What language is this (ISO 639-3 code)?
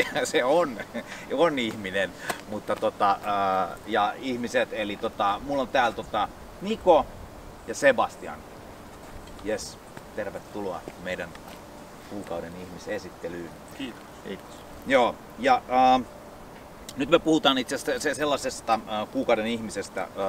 fin